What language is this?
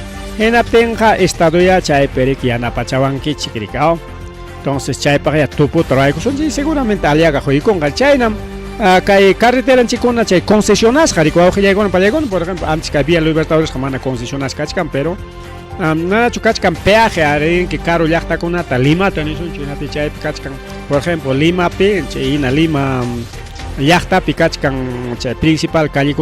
Ayacucho Quechua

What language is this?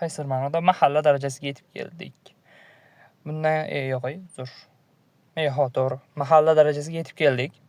Uzbek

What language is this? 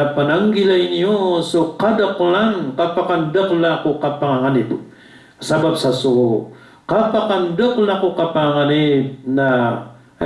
Maranao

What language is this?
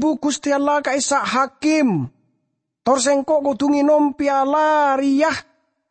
Madurese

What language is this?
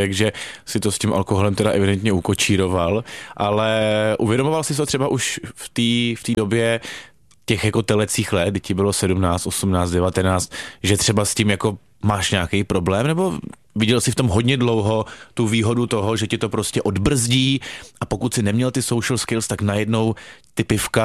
Czech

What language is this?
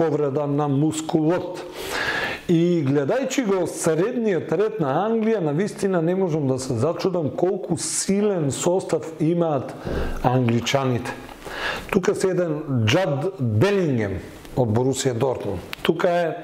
Macedonian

